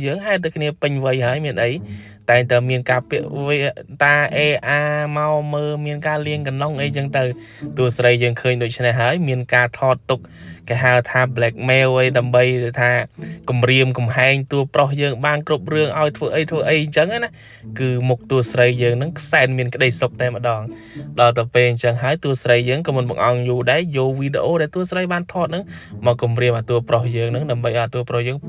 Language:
Khmer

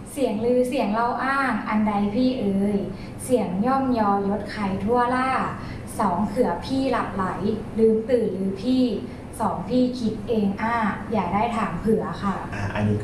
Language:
Thai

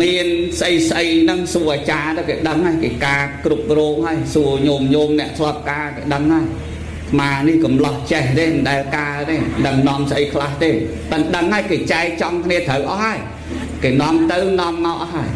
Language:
Khmer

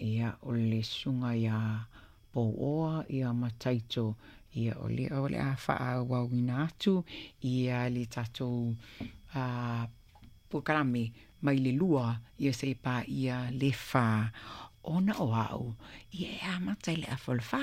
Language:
Samoan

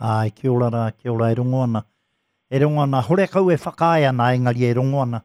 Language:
Māori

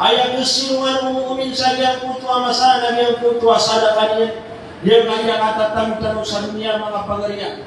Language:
Maranao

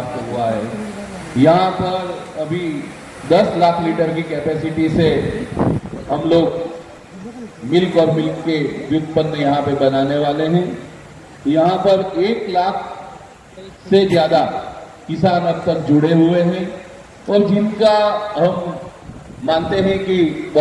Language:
Hindi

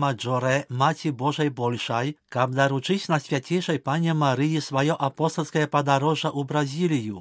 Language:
Belarusian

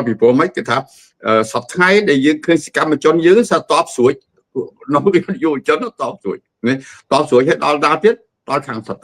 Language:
Khmer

